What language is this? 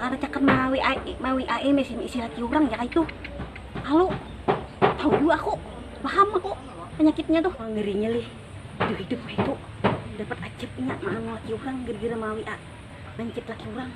Banjar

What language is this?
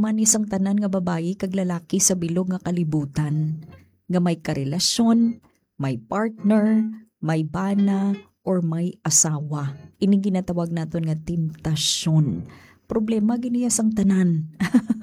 Hiligaynon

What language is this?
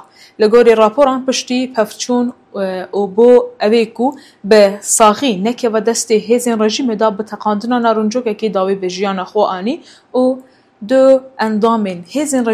Kurdish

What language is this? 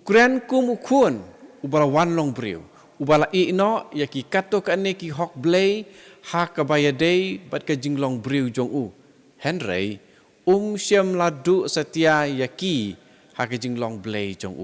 Khasi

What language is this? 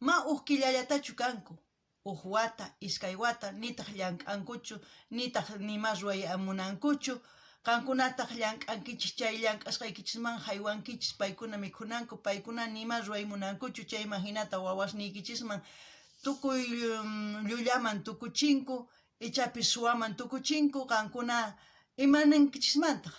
South Bolivian Quechua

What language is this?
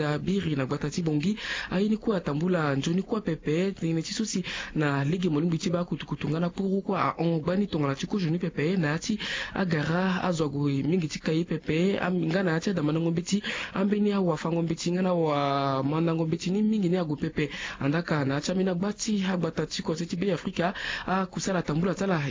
Sango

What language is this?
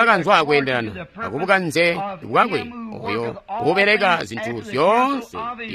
Tonga (Zambia)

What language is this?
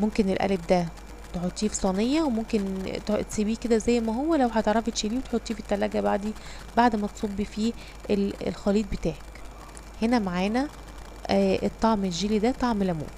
Egyptian Arabic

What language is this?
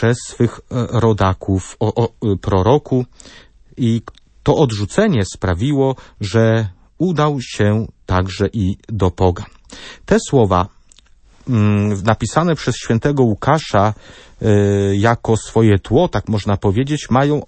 Polish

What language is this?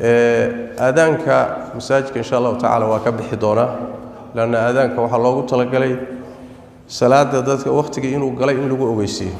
Somali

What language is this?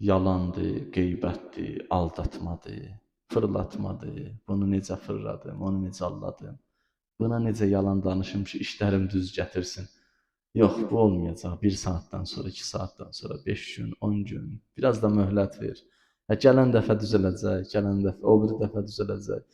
Azerbaijani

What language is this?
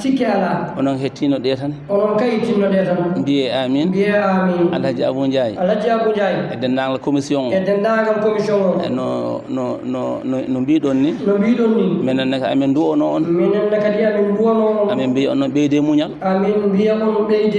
Fula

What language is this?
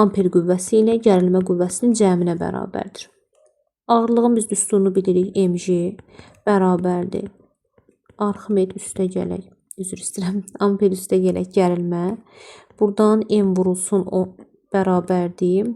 Azerbaijani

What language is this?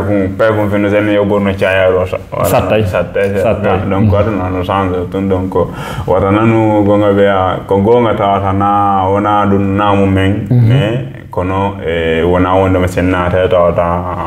Fula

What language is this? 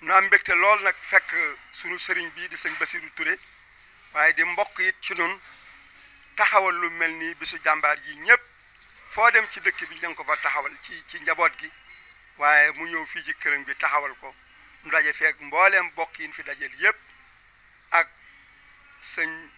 Wolof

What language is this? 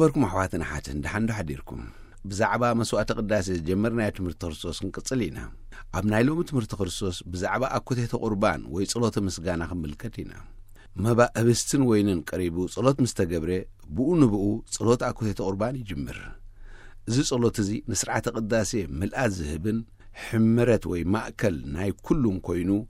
Tigrinya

